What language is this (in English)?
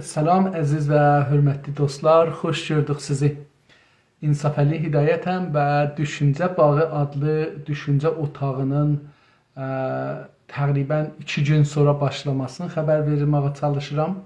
South Azerbaijani